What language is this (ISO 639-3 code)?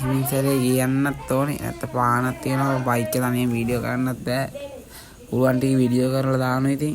sin